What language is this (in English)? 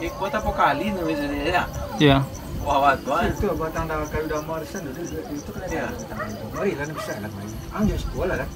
Minangkabau